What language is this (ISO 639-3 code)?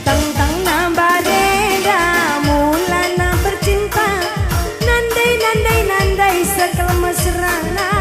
btx